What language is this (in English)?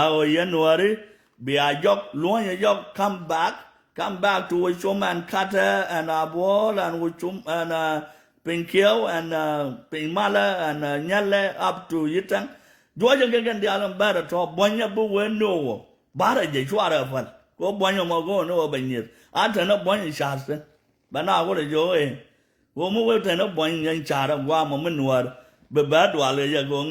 Nuer